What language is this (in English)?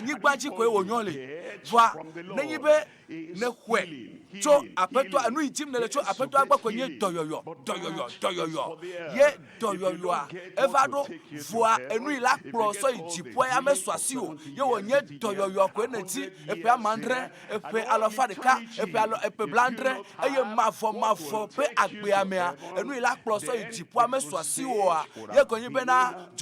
Ewe